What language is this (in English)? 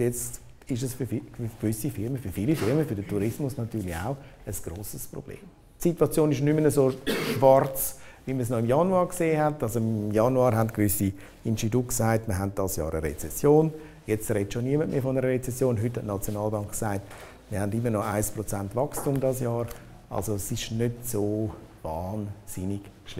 Swiss German